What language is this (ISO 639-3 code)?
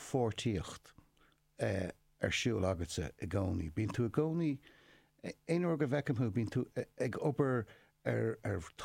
gle